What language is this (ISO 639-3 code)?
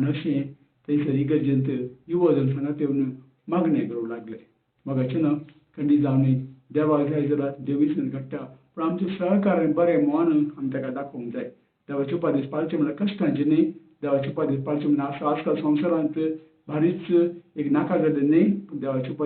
kok